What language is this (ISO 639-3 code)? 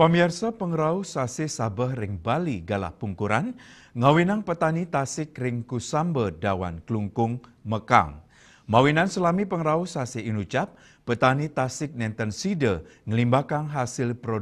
ban